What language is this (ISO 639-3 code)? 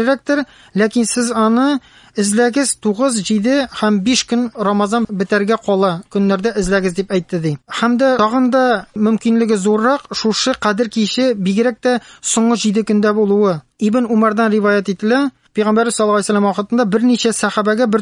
tat